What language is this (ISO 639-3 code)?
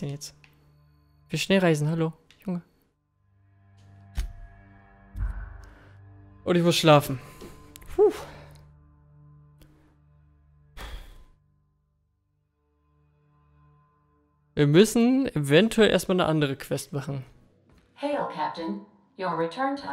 deu